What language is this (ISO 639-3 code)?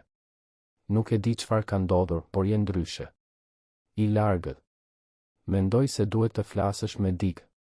sqi